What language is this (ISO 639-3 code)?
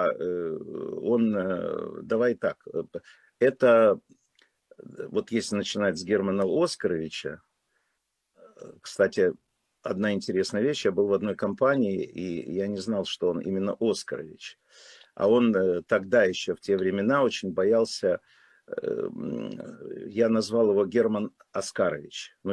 rus